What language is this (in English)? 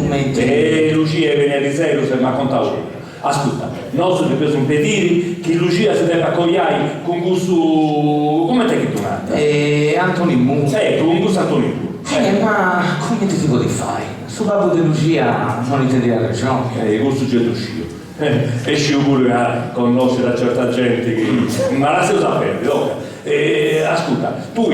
Sardinian